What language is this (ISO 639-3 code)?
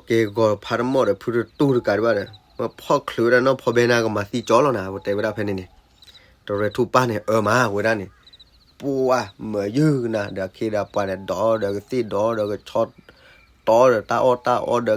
ksw